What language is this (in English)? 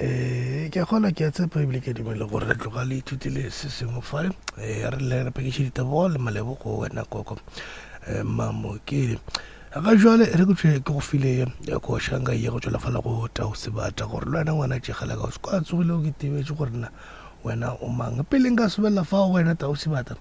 Northern Sotho